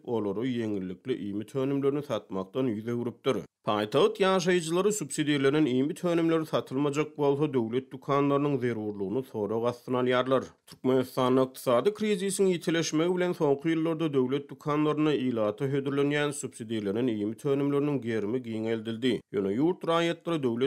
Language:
Turkmen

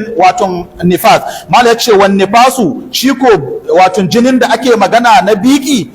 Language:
Hausa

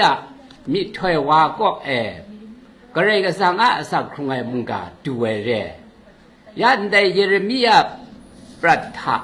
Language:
Kachin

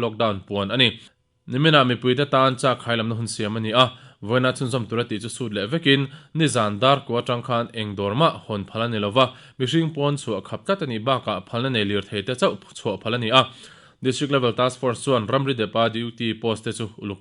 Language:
Mizo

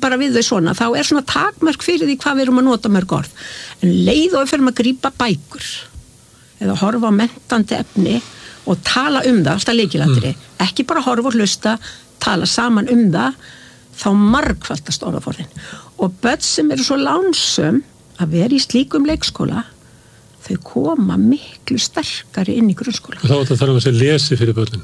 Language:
Icelandic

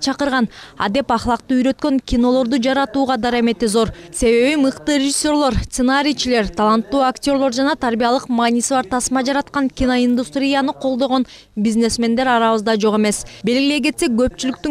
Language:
Kyrgyz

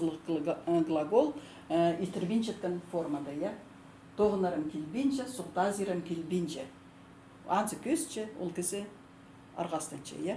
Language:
Khakas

